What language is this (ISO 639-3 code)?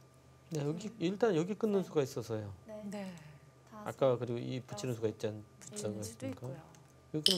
kor